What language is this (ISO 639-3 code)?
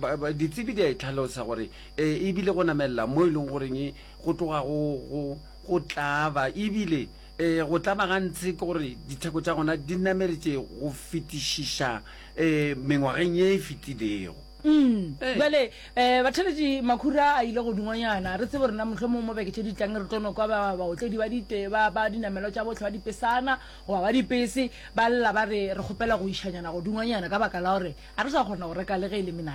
nso